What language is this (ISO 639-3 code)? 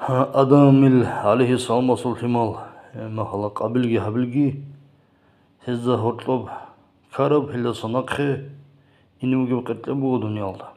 ava